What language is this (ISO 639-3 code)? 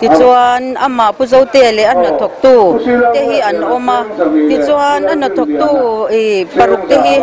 lus